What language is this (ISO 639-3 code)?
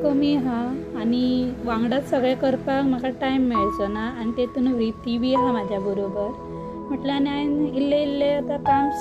kok